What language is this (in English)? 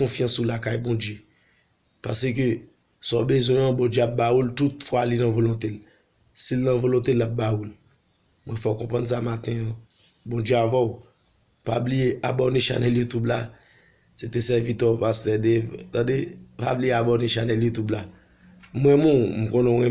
Haitian Creole